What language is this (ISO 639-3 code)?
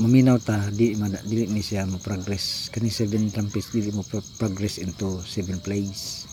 ceb